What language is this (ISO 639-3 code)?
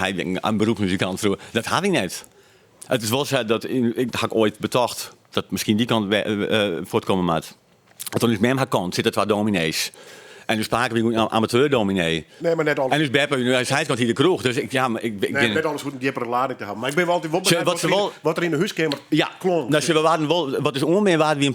fry